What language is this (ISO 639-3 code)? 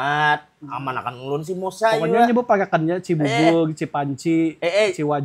bjn